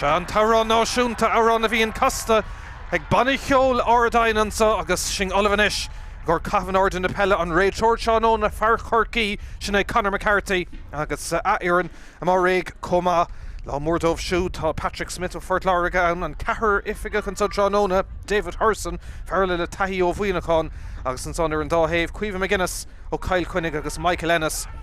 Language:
Irish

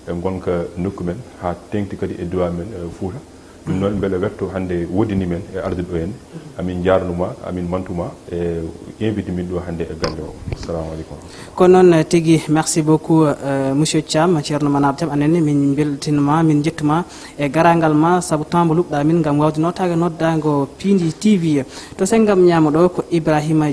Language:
Fula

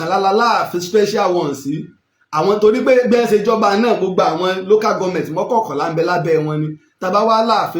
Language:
Yoruba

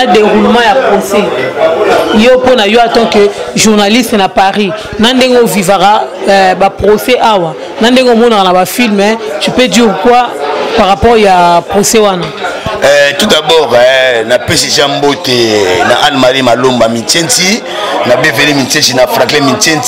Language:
Lingala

